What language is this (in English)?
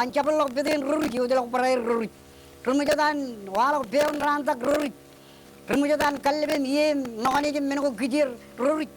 Marshallese